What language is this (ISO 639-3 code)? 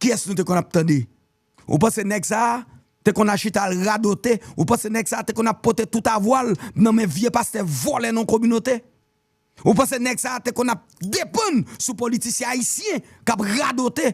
hat